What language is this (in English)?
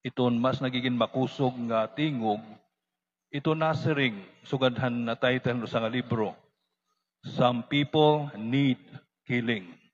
Waray